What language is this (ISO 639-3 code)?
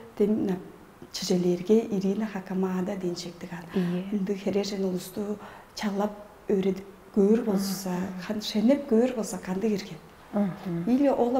tyv